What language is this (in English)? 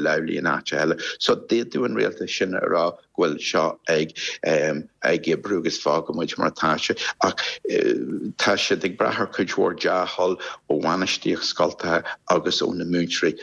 Irish